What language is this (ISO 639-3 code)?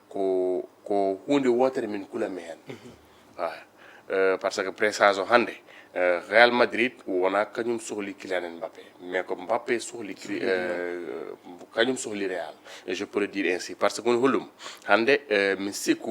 ful